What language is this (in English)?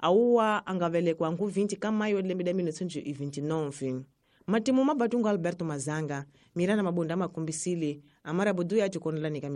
Tsonga